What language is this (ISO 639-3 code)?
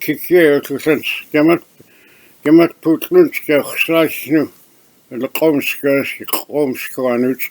nux